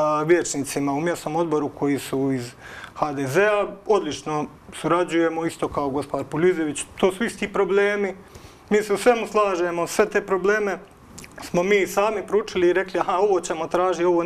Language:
Croatian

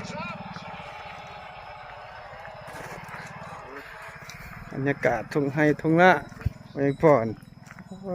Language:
Lao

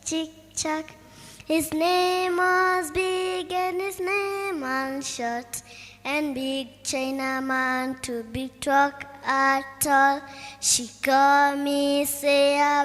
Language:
Kikuyu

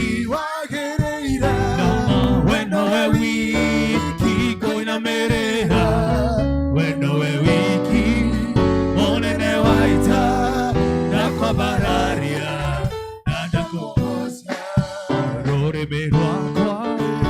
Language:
Kikuyu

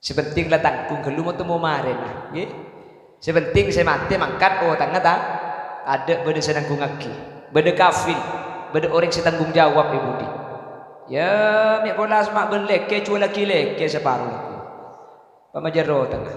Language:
Madurese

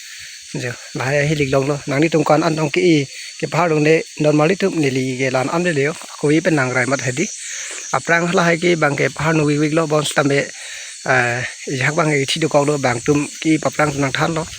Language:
Karbi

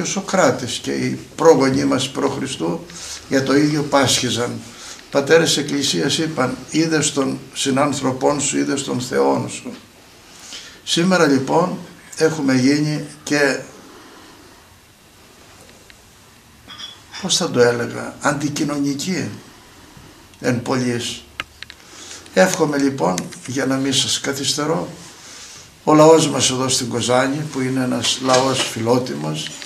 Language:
Greek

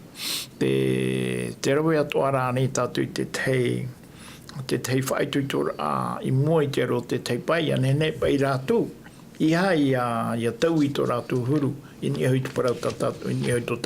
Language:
Tahitian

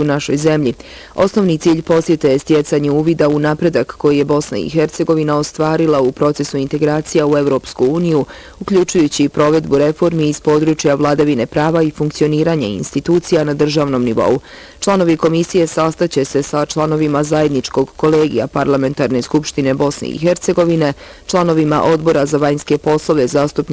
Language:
Bosnian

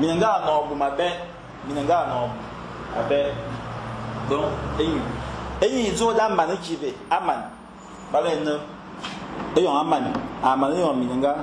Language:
Fang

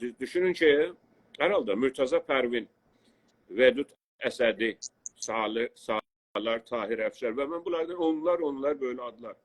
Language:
South Azerbaijani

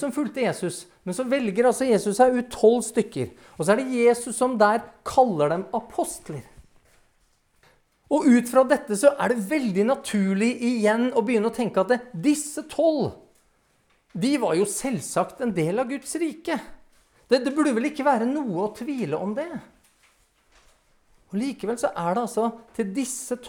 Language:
Norwegian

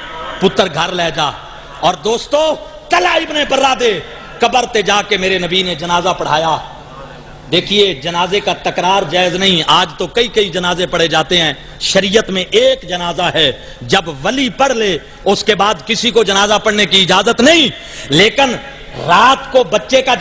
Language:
Saraiki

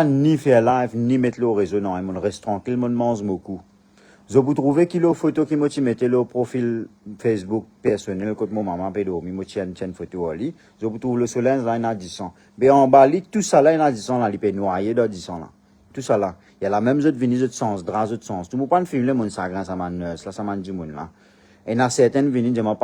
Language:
Morisyen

